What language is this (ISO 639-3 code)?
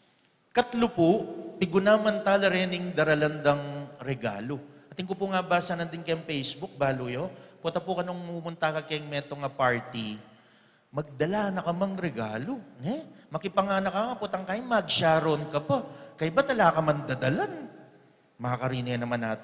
pam